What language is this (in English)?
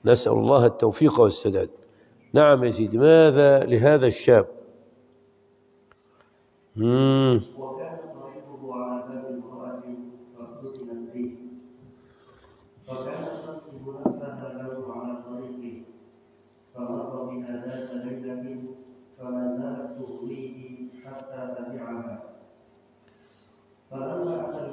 Arabic